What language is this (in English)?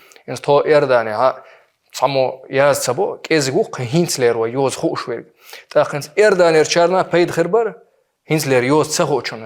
Chechen